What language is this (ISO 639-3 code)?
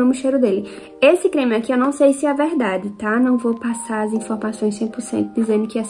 por